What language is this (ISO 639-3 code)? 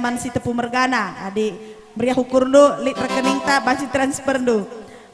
btx